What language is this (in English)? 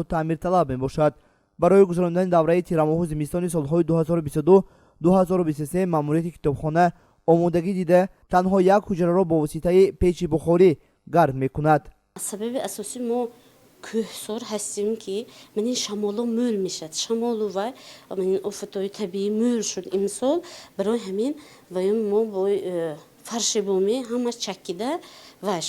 Tajik